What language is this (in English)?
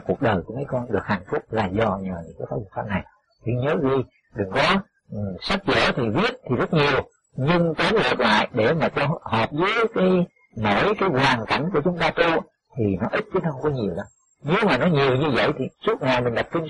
Vietnamese